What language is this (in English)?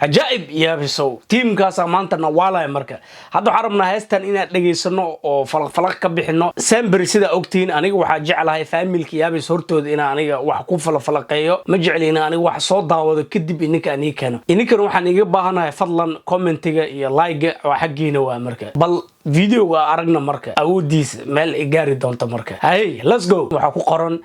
Somali